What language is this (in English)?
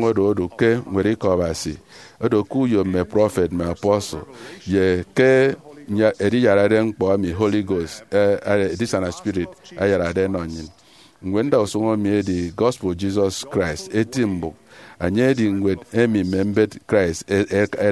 Efik